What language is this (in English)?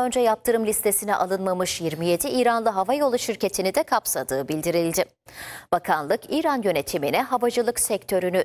Turkish